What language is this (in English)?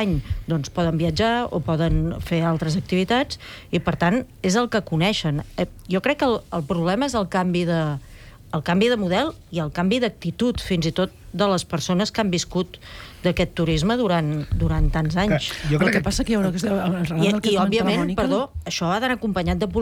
Catalan